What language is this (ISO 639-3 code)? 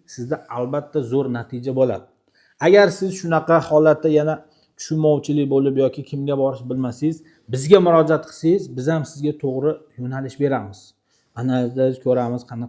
uzb